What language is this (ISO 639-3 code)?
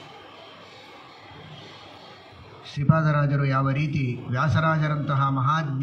kan